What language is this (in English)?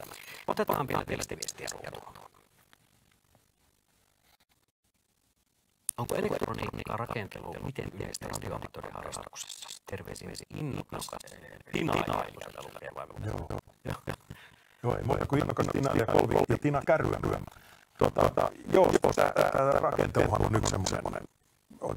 Finnish